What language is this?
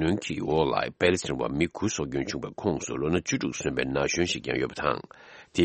Tibetan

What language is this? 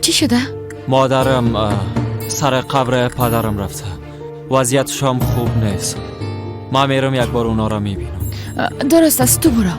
Persian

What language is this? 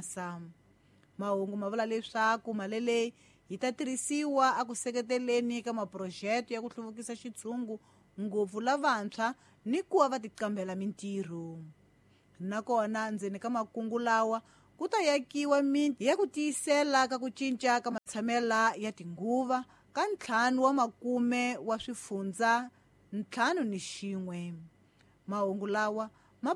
Tsonga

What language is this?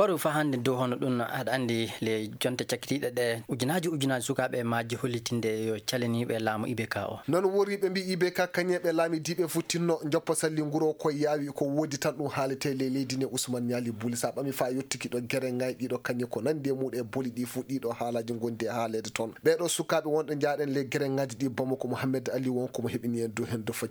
Fula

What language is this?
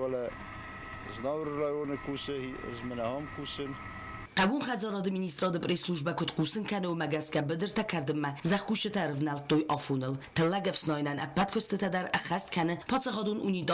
Ossetic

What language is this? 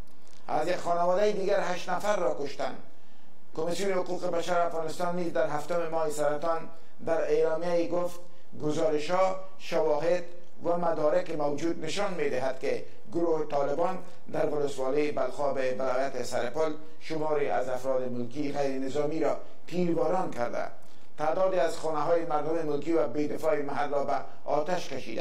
Persian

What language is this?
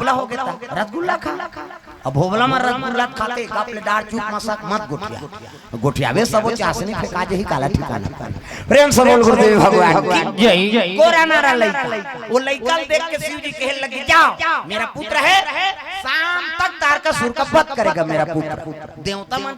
Chhattisgarhi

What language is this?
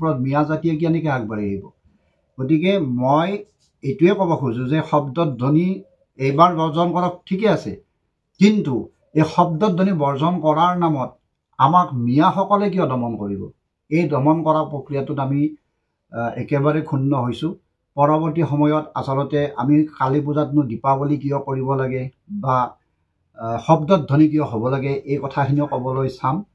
Assamese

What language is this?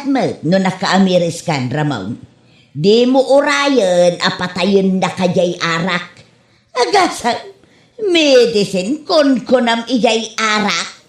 Iloko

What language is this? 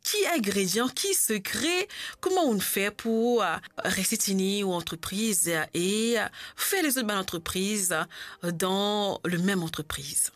Morisyen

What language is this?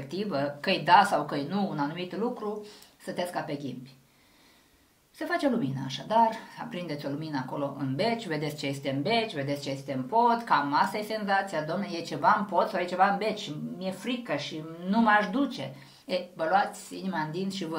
Romanian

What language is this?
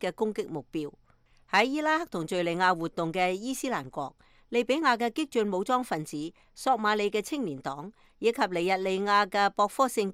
Cantonese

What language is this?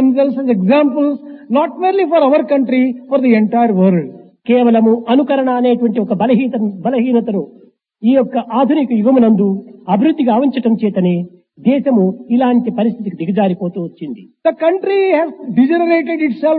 Telugu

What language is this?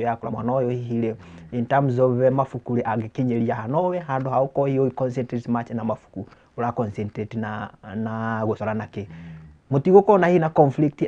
Kikuyu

